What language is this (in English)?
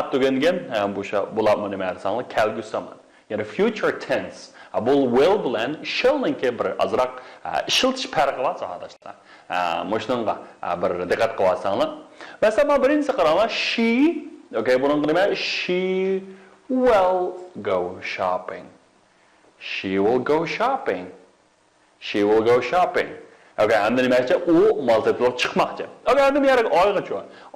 Uyghur